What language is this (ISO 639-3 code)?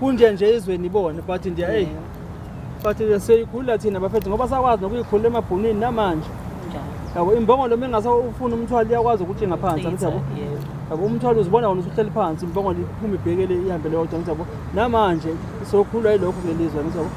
zul